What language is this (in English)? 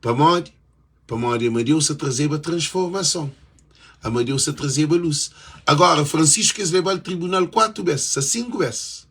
Kabuverdianu